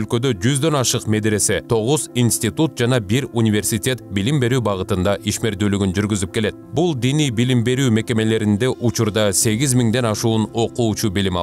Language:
Kyrgyz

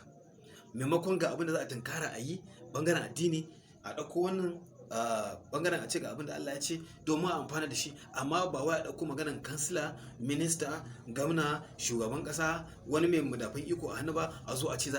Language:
Hausa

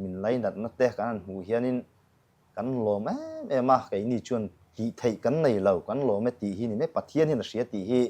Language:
Mizo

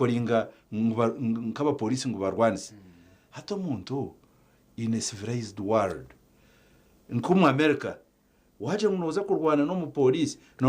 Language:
Nyankole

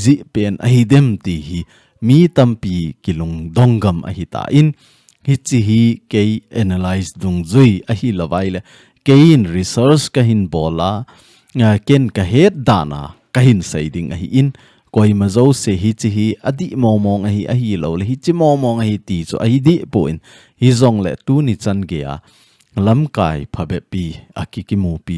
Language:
Thado Chin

